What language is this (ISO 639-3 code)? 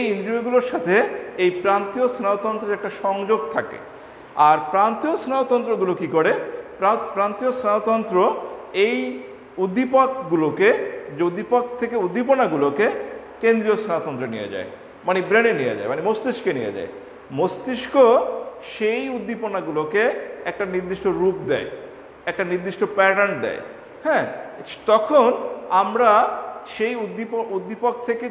ben